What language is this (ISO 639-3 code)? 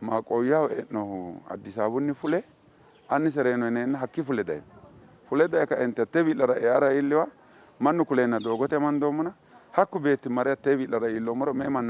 sid